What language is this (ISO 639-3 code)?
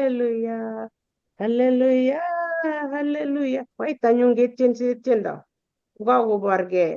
kln